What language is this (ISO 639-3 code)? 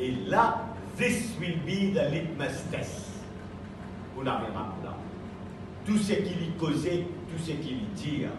mfe